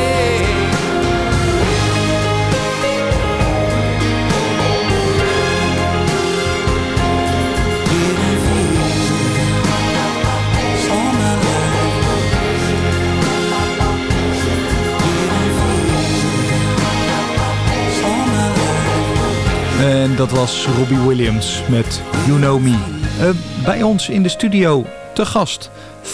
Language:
Dutch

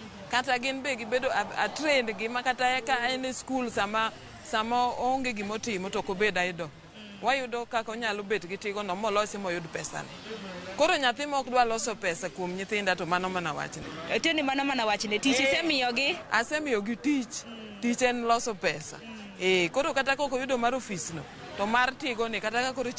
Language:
Luo (Kenya and Tanzania)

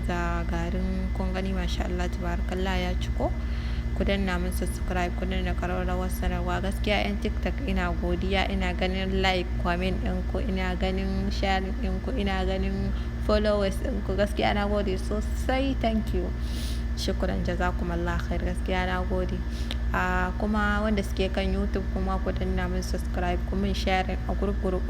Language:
Hausa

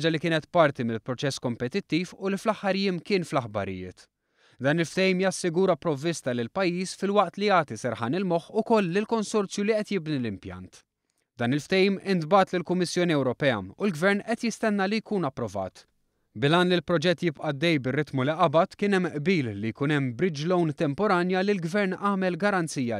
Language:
Maltese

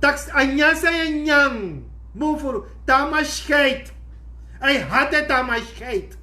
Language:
Sranan Tongo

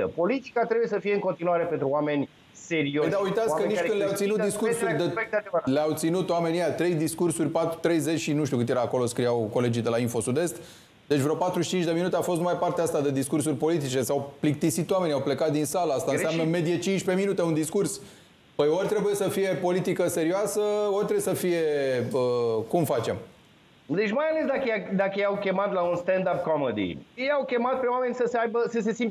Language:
Romanian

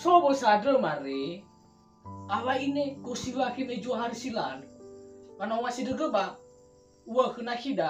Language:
Nias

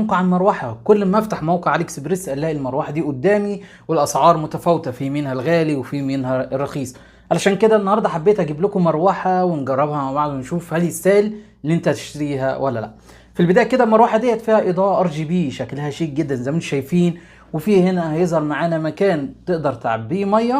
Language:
Egyptian Arabic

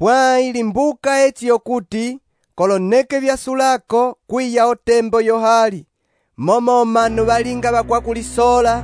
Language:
Umbundu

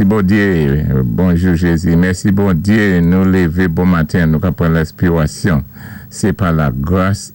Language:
Saint Lucian Creole French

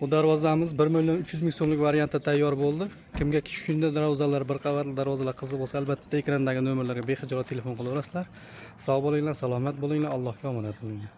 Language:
Uzbek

